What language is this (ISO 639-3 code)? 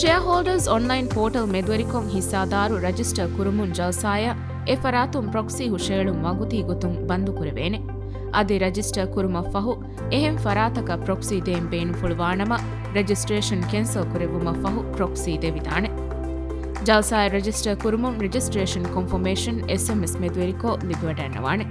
div